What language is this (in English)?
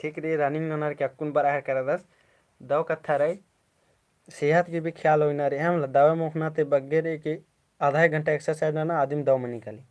Kurukh